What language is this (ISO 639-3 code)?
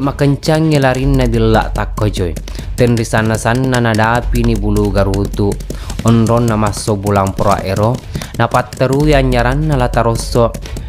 bug